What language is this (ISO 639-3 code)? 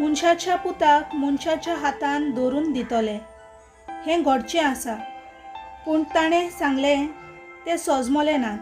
kok